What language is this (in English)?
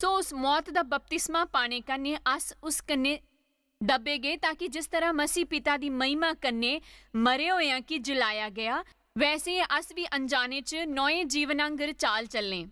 Dogri